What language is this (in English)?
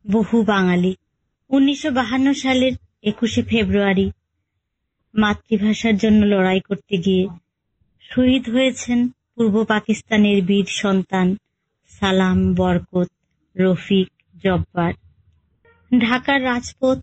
Bangla